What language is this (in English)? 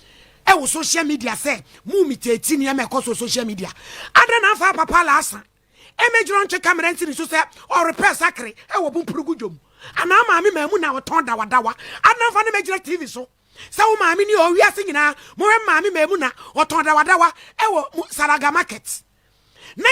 Akan